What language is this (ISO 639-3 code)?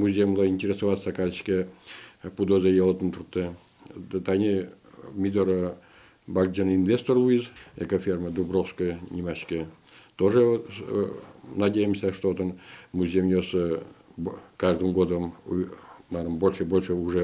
udm